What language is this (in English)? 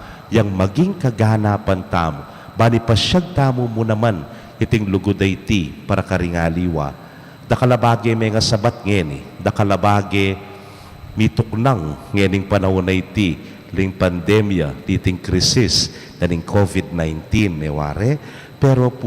Pampanga